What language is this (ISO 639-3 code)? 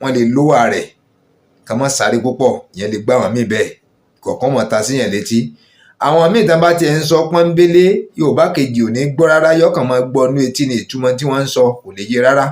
yor